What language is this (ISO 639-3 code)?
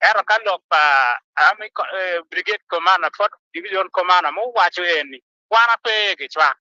ach